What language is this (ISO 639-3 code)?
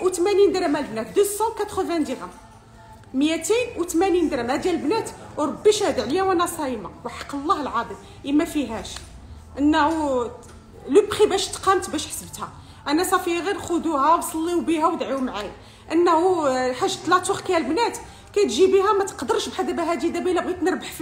ary